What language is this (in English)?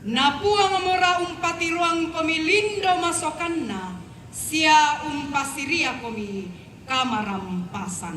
Toraja-Sa'dan